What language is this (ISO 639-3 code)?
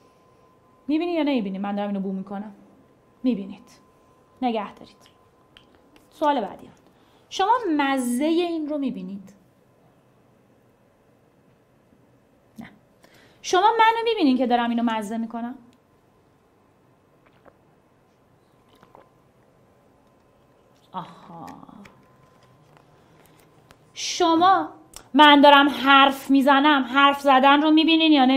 fas